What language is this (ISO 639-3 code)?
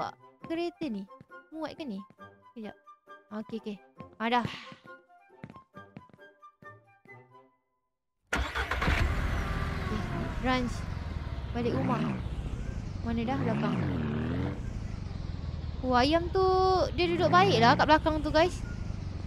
msa